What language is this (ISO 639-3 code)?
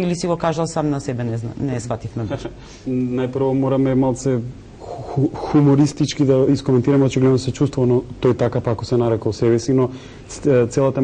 mkd